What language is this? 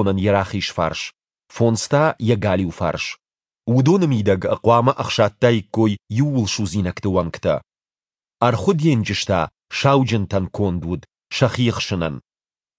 Ossetic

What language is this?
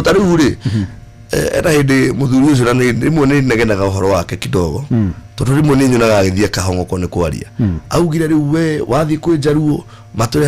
Kikuyu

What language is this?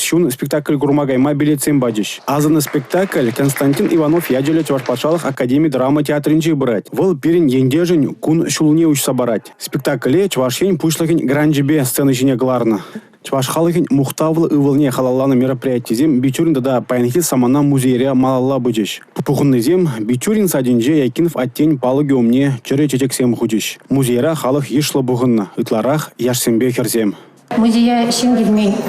Chuvash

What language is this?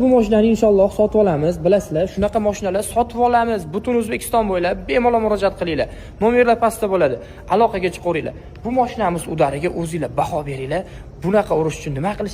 Uzbek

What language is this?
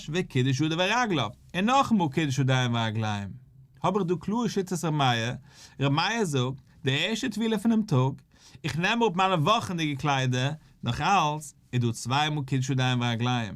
Yiddish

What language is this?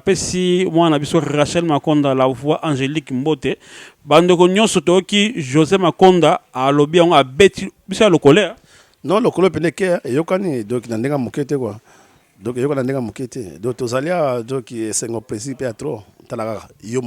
Lingala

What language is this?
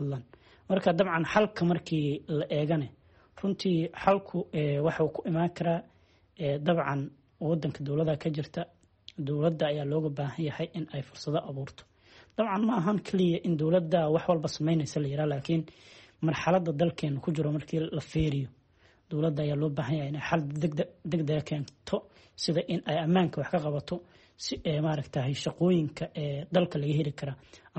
Somali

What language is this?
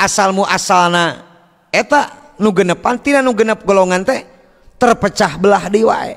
Sundanese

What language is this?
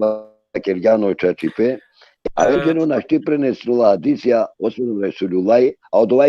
Balkan Romani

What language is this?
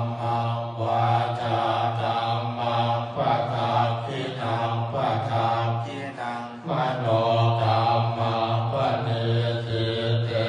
Pali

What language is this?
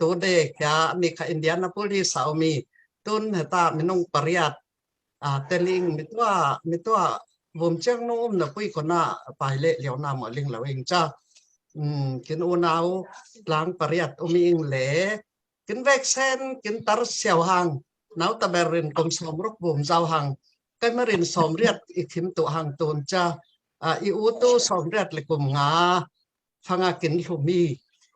Falam Chin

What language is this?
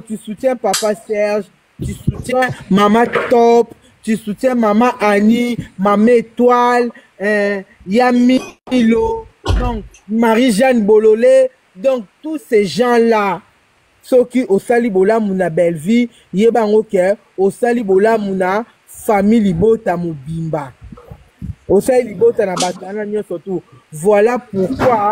Lingala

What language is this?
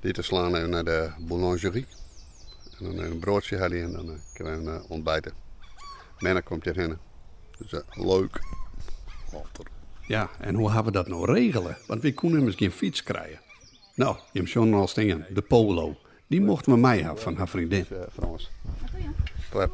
Western Frisian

